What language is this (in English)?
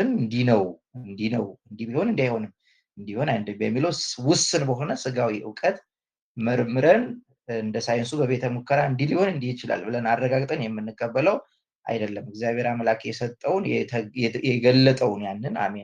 Amharic